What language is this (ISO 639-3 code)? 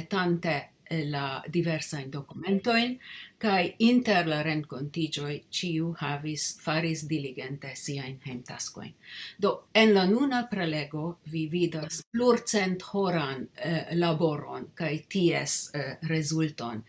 epo